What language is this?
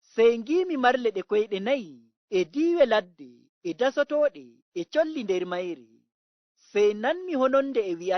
Fula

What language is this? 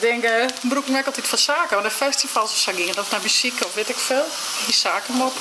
Western Frisian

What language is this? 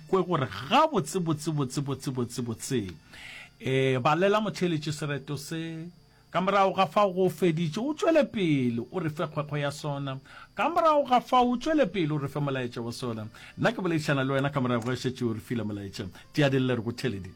Northern Sotho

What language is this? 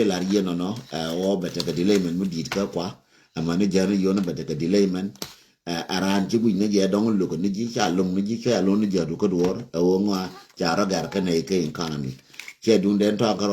Nuer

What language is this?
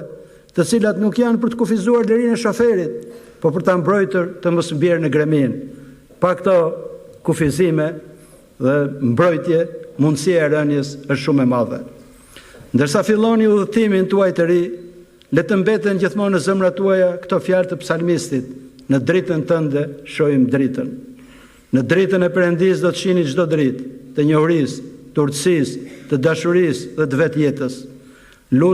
Albanian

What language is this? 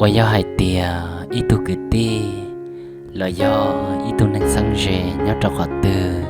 Hmong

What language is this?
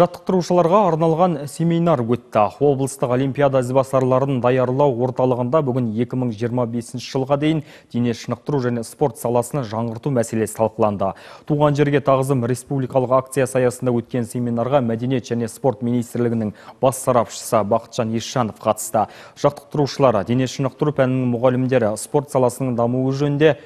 Kazakh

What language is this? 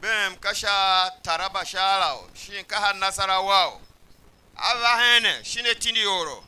Tiv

